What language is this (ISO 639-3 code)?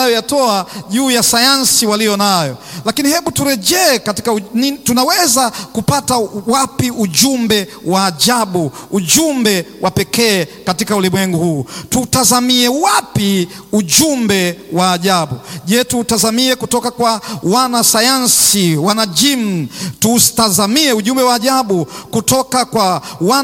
swa